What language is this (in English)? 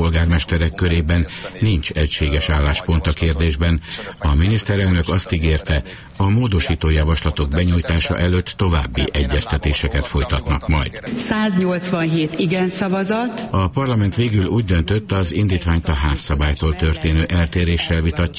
Hungarian